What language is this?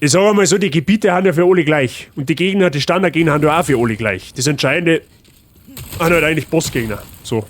Bavarian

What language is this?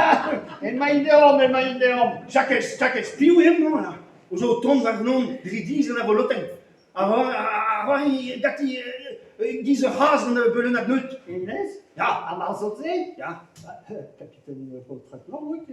Breton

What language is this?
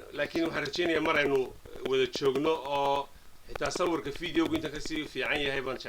Somali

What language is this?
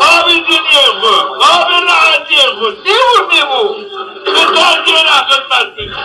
Zaza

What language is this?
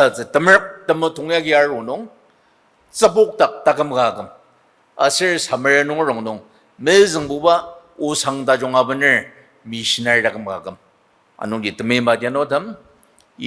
Ao Naga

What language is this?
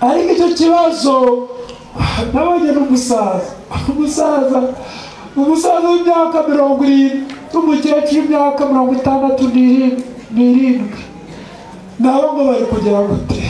Kinyarwanda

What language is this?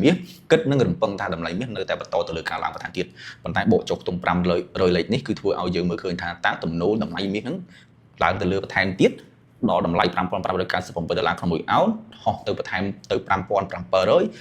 Khmer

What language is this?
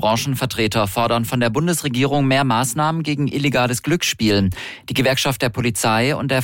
German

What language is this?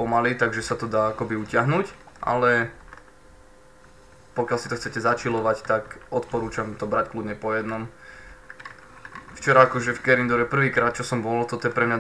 Slovak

